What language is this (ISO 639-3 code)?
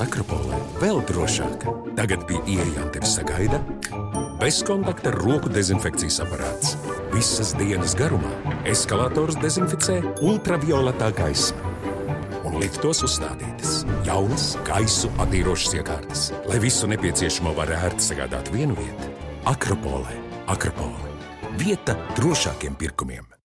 lav